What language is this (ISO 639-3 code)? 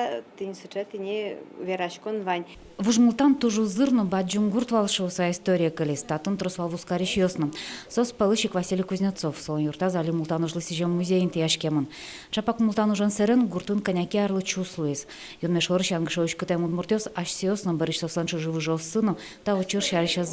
udm